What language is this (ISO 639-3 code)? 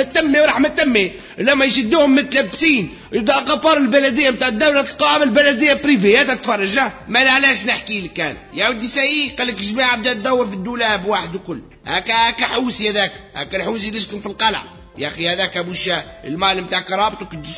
aeb